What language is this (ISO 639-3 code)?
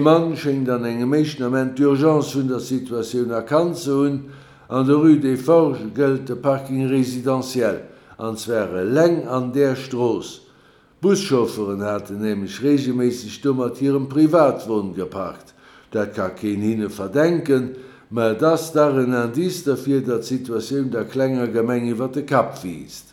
ltz